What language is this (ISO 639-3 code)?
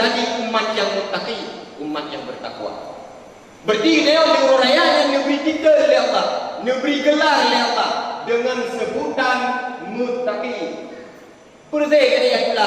ace